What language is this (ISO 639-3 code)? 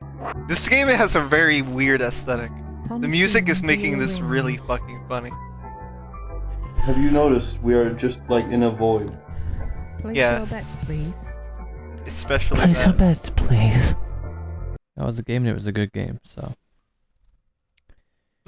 eng